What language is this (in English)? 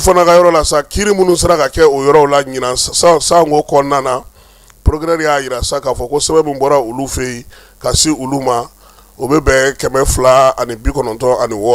Bambara